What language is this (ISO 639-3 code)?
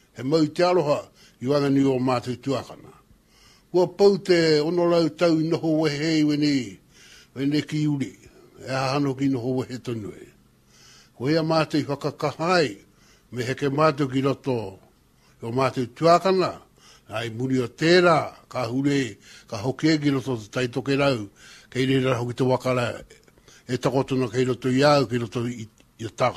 mri